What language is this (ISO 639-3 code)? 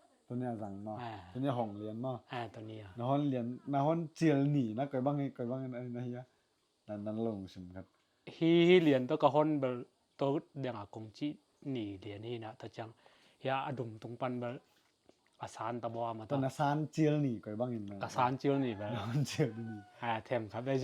ctd